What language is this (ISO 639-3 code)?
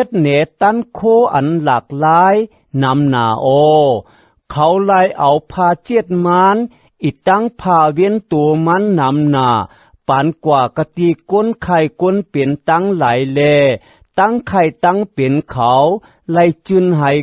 shn